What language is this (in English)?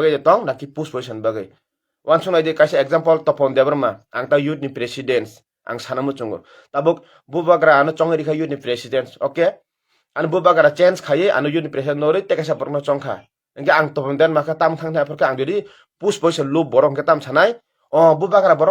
Kok Borok